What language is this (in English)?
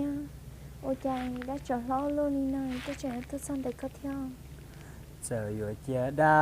Hmong